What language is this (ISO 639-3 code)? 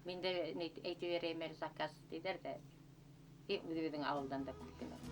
bak